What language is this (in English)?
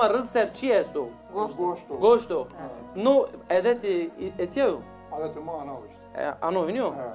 Zaza